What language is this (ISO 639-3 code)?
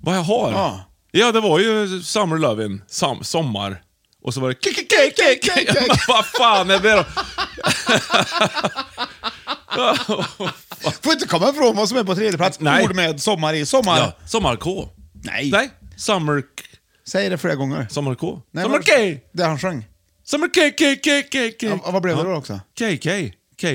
swe